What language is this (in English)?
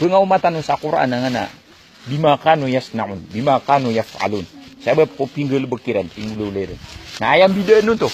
Maranao